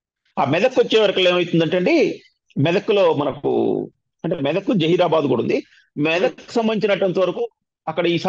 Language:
Telugu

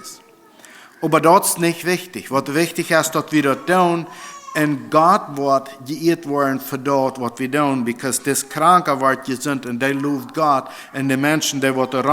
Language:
Plautdietsch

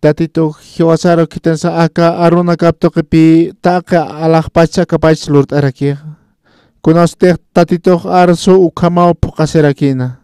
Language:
Aymara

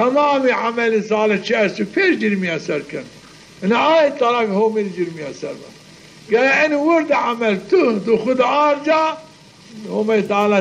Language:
Zaza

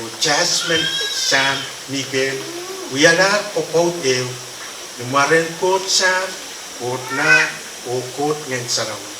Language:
Pohnpeian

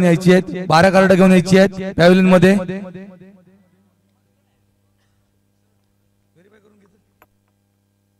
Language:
Marathi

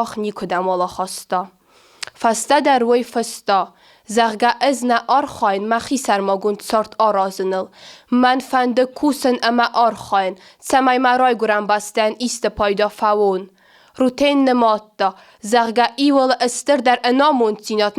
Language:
Ossetic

